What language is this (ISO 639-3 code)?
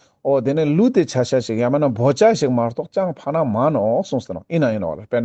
lbj